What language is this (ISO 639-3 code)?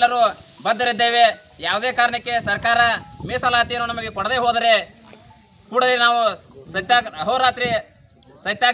kan